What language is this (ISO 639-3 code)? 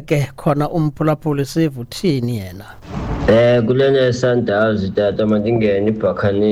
xho